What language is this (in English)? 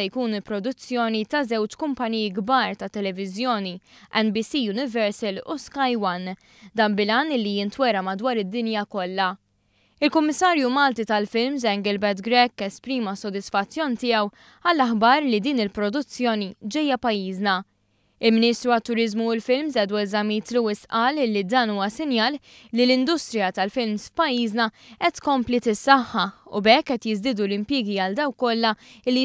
Maltese